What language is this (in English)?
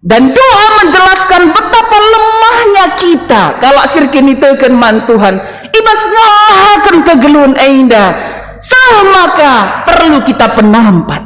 Batak Karo